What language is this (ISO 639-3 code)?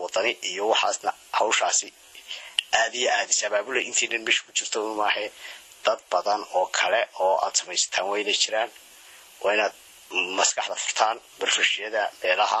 som